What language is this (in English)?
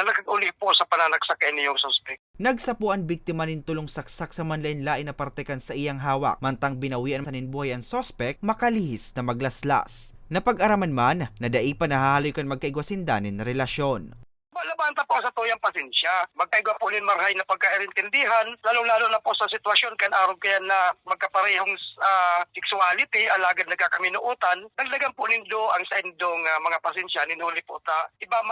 Bikol